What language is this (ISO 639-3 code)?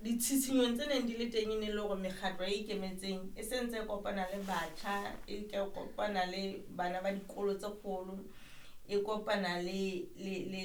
sot